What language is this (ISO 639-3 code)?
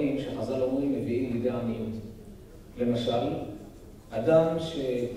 heb